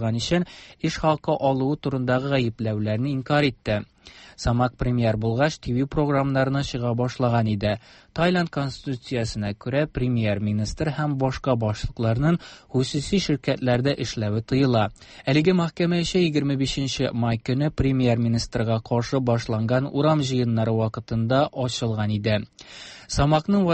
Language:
Tatar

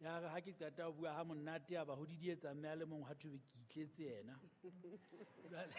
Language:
Southern Sotho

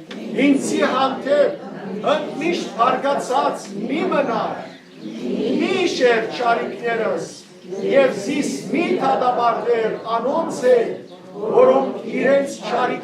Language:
Western Armenian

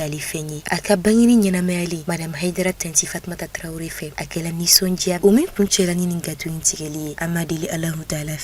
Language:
Bambara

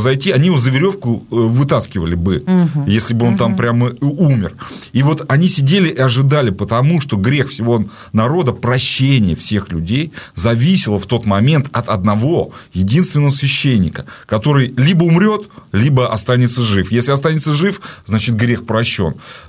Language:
Russian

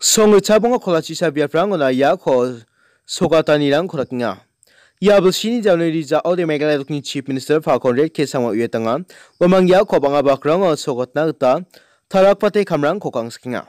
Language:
Garo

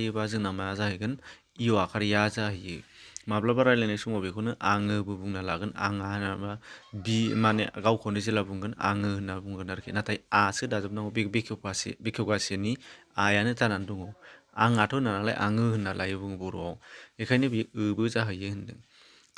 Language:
Bodo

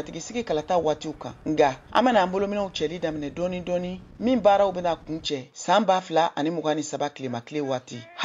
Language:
Bambara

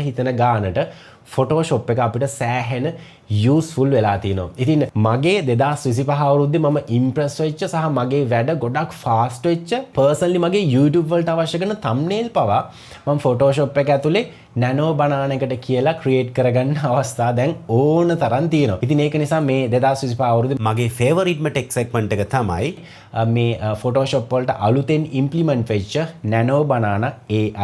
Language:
Sinhala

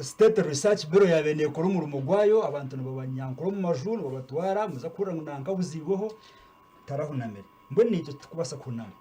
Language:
Nyankole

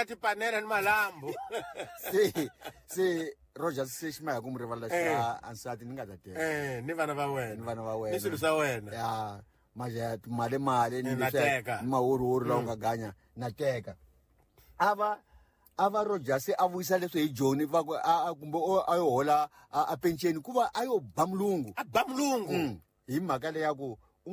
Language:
Tsonga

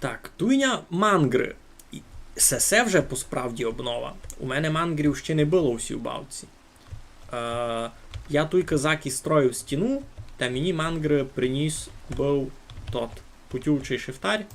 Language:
Rusyn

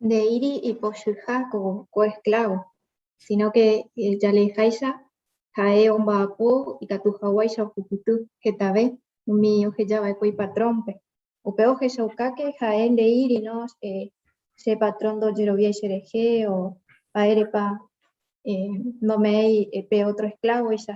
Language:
Guarani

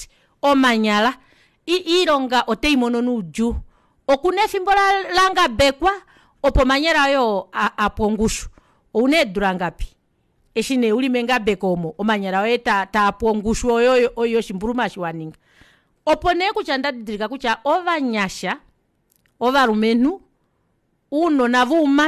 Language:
Kuanyama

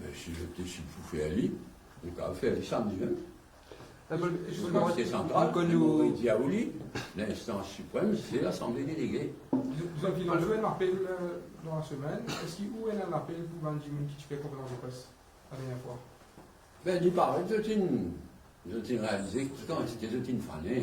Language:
Morisyen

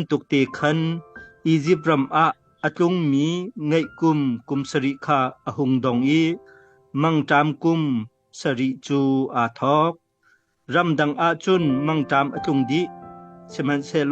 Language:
Hakha Chin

